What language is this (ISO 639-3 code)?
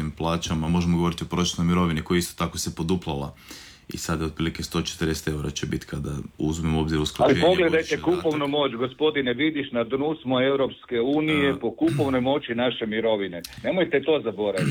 hrv